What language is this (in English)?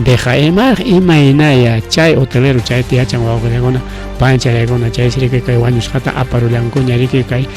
Ayacucho Quechua